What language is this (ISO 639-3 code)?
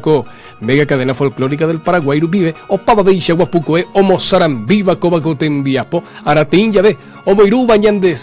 grn